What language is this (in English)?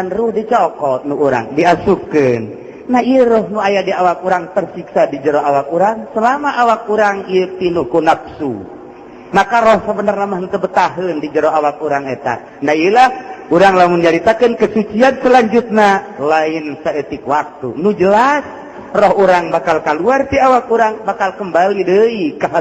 Sundanese